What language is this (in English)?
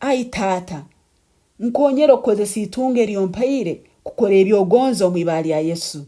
Nyankole